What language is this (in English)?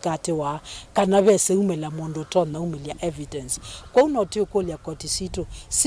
Kamba